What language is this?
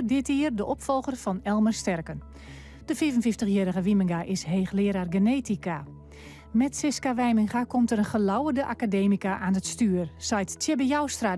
Western Frisian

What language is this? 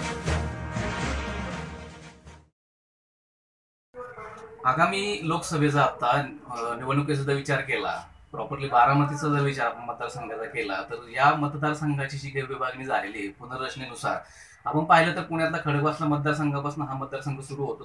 Marathi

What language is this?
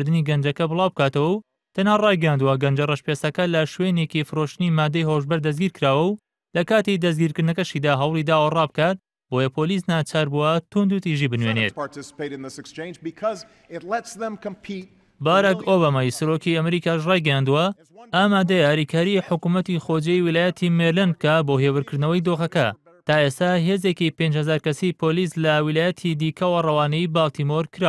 Central Kurdish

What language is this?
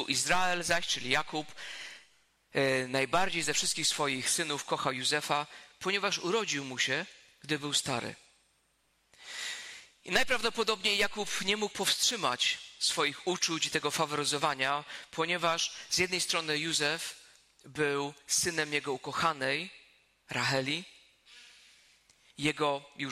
Polish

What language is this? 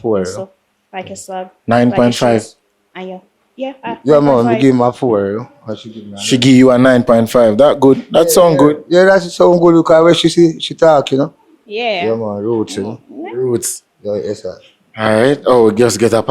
Jamaican Creole English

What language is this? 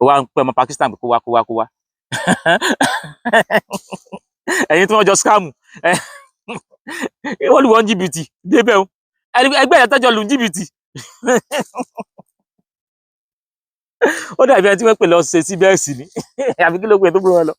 Yoruba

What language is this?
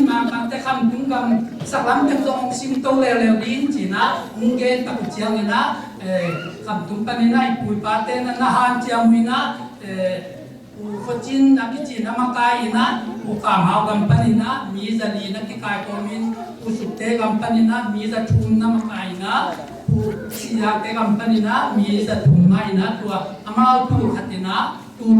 Tedim Chin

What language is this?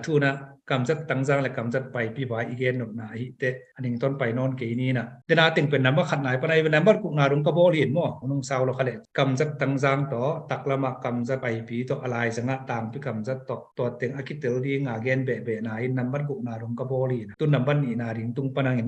Tedim Chin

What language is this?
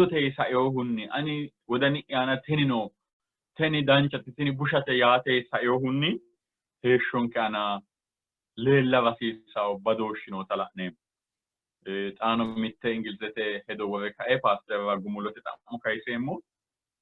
Sidamo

